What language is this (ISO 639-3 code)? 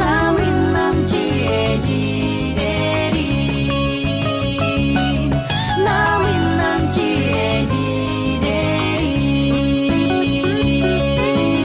sah